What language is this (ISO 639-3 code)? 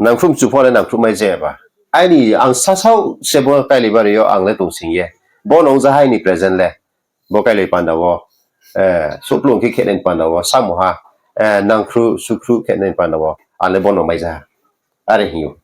ria